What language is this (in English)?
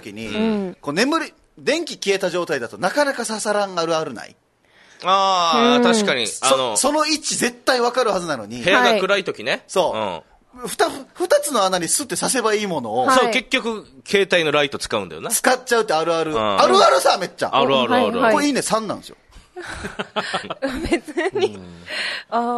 Japanese